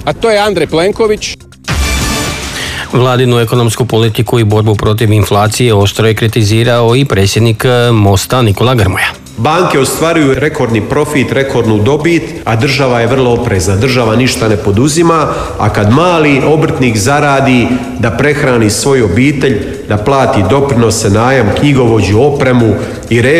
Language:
Croatian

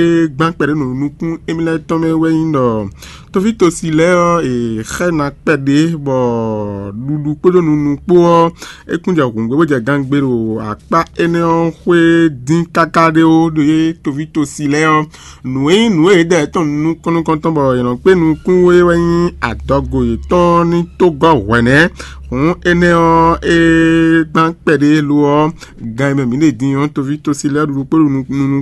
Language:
Fon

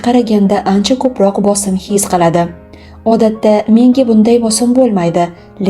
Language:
Uzbek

